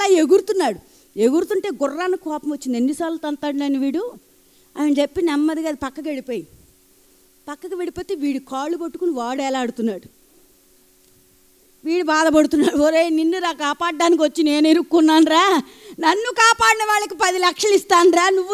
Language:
Telugu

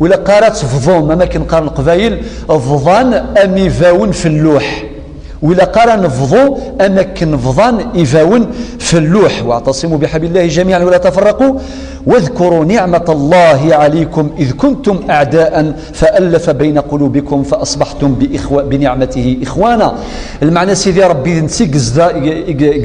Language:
Kabyle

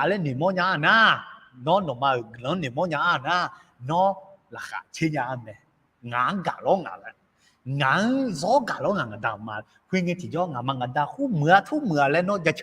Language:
Akha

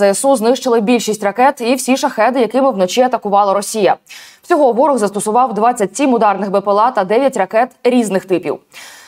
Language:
Ukrainian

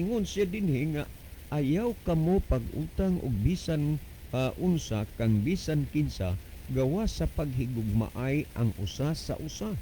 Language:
Cebuano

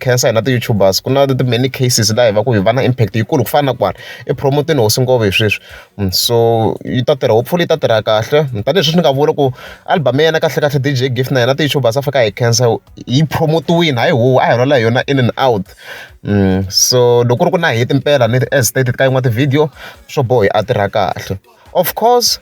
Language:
Tsonga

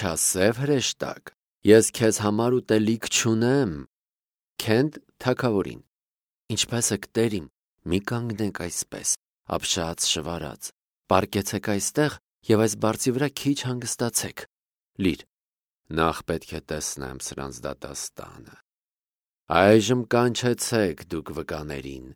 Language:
Armenian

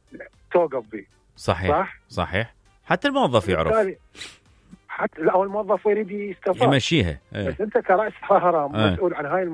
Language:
Mesopotamian Arabic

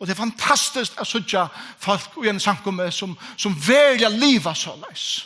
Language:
Faroese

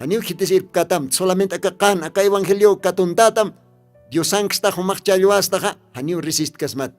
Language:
Aymara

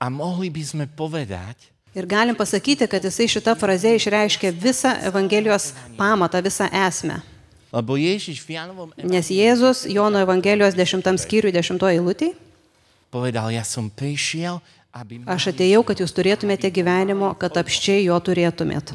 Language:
Lithuanian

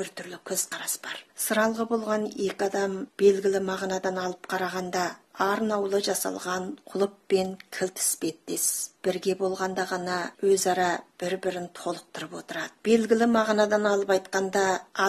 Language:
Kazakh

